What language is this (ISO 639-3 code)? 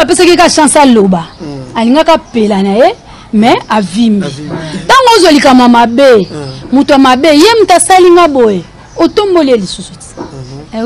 lin